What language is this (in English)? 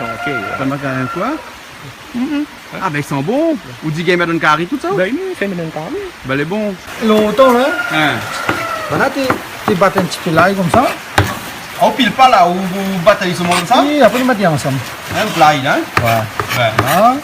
Réunion Creole French